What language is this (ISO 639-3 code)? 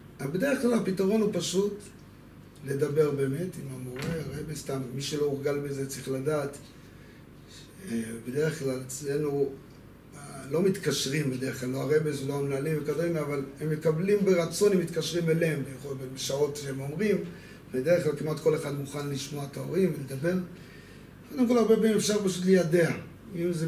heb